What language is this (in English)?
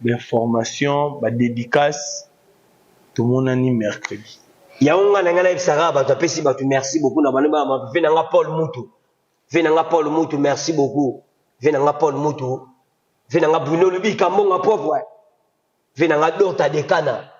Lingala